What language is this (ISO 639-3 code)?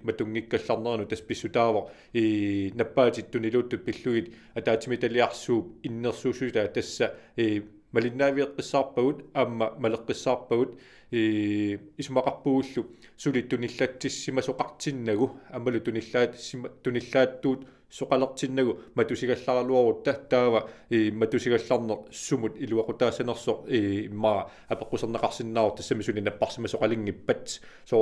kal